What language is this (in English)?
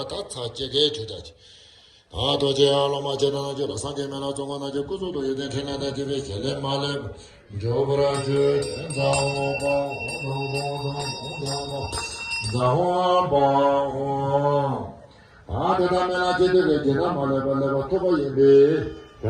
Tibetan